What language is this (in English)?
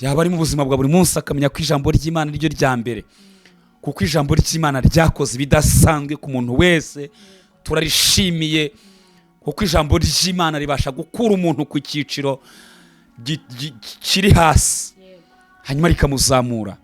Kinyarwanda